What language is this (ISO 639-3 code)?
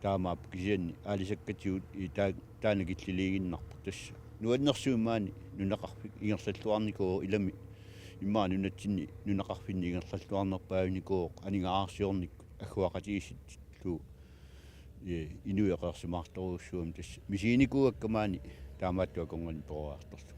kal